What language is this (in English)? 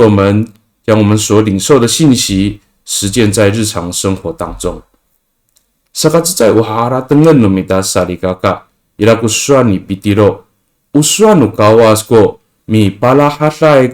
Amis